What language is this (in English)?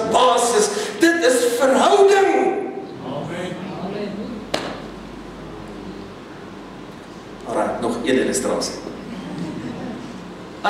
Afrikaans